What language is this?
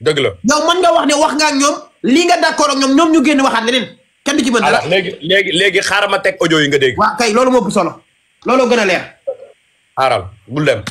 Wolof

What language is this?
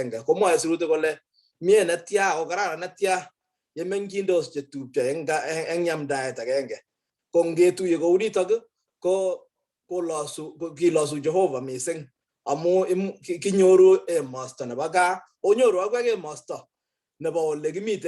Kalenjin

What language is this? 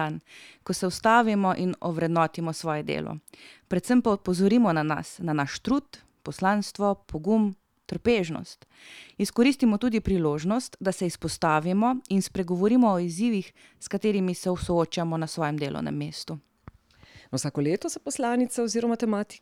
Slovenian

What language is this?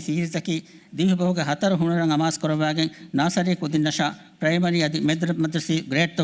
Divehi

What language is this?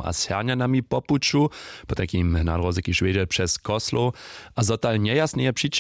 Upper Sorbian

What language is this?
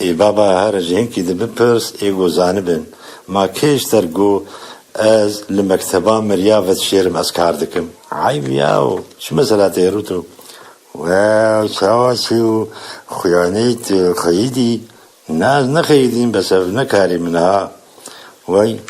Kurdish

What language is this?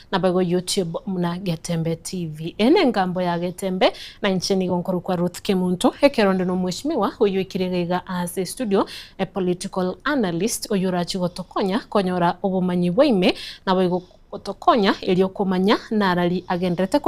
Gusii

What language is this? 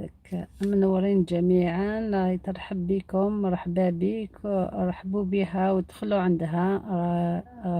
Algerian Arabic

